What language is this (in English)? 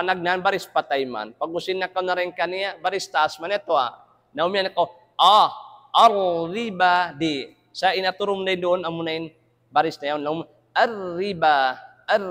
Tausug